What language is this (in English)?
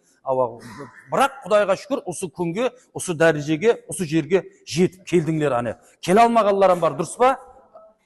Kara-Kalpak